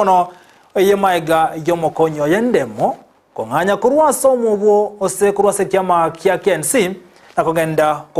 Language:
Gusii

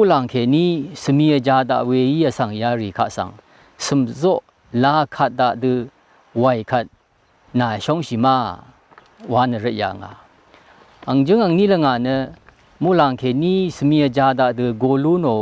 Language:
Rawang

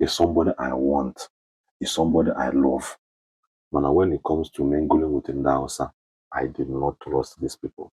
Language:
Igbo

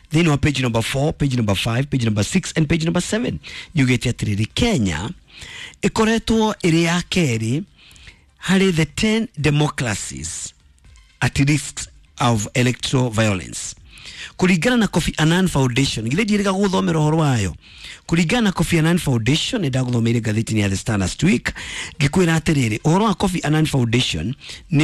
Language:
Kikuyu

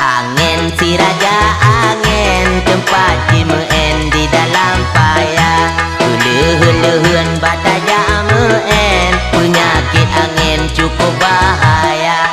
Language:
Achinese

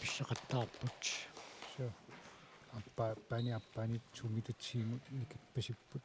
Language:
Kalaallisut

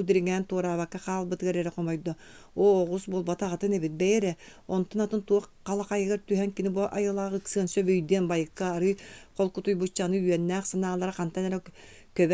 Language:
Yakut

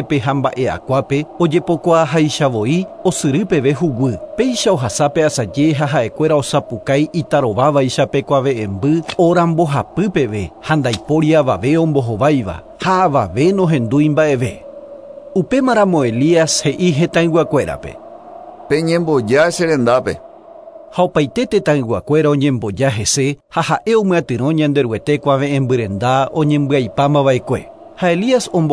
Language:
Guarani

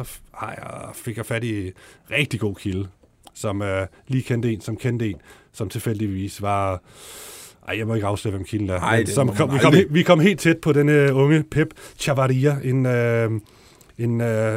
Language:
Danish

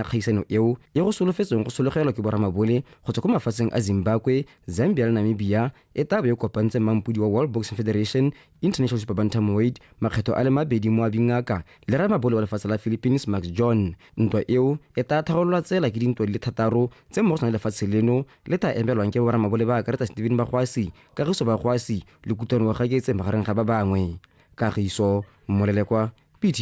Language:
Tswana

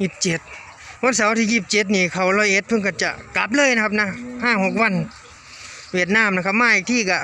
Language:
Northeastern Thai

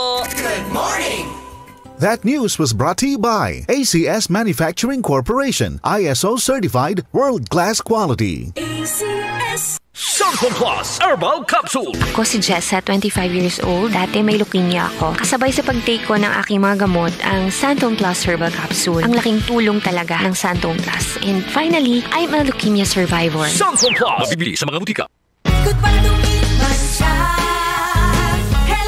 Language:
Filipino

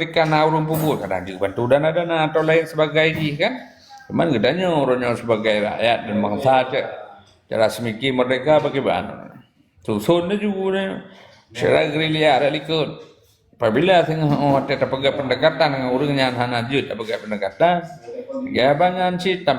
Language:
Achinese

